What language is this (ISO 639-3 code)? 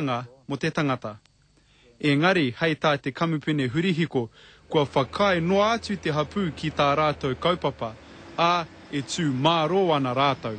mri